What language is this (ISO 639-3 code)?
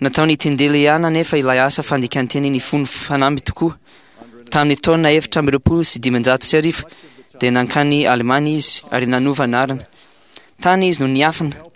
mlg